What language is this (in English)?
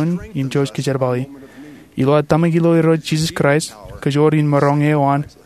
Marshallese